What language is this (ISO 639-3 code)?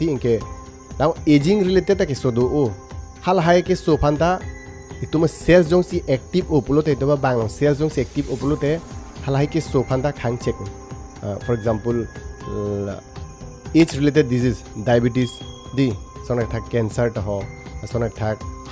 mjw